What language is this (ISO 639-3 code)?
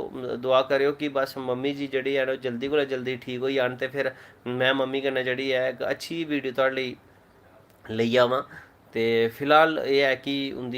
doi